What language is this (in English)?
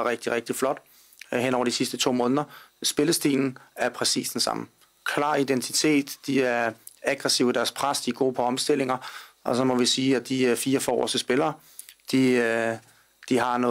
Danish